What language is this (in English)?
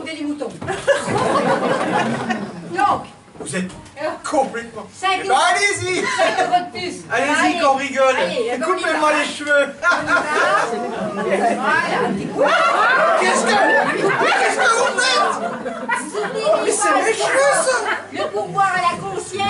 French